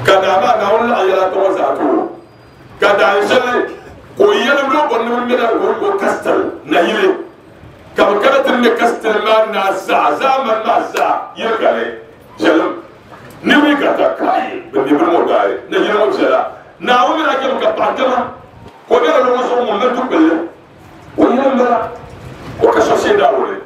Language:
Dagbani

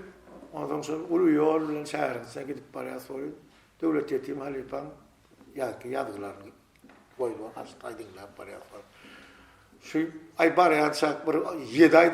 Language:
Turkmen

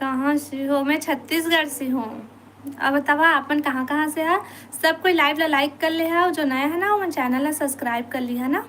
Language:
Chhattisgarhi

